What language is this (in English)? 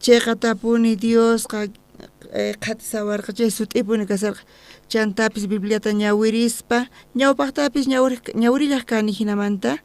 South Bolivian Quechua